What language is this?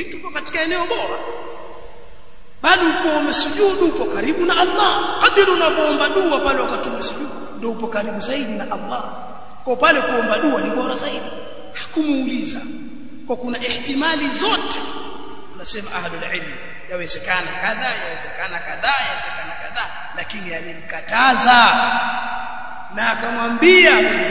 Swahili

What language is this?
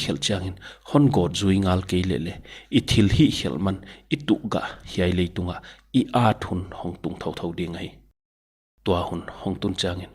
Paite Chin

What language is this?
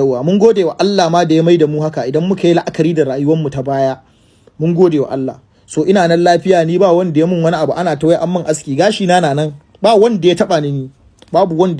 Hausa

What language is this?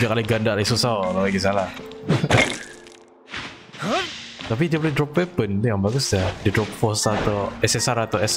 Malay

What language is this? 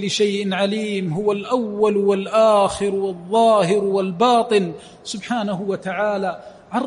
Arabic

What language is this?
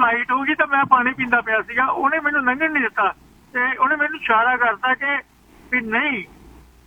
Punjabi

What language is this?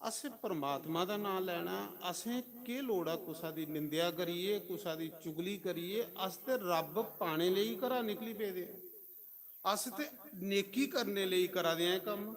Dogri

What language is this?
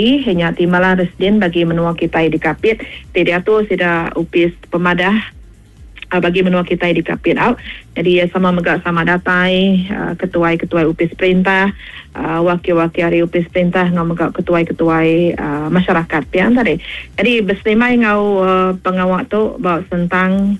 Iban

